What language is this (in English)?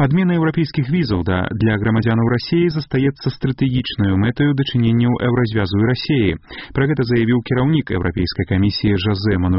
Belarusian